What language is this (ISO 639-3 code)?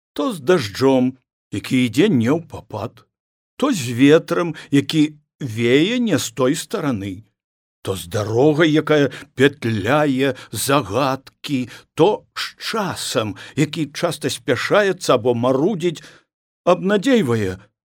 bel